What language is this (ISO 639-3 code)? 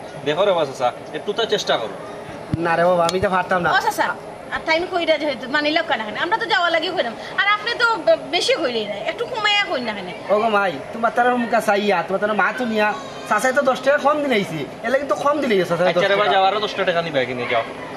syl